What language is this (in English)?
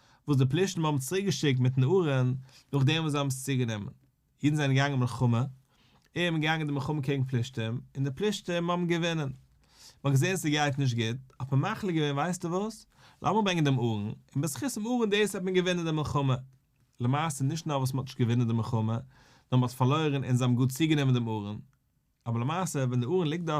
Yiddish